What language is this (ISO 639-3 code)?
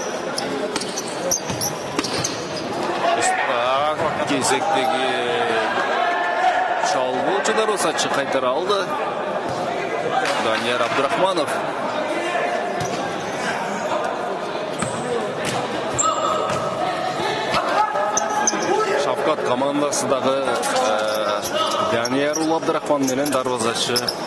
kir